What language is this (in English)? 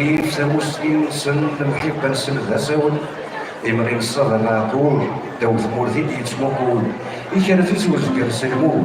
Kabyle